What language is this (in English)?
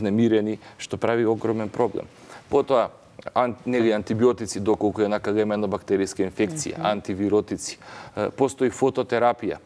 Macedonian